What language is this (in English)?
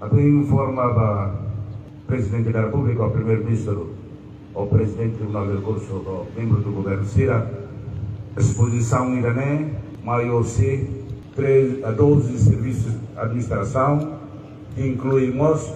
Tetum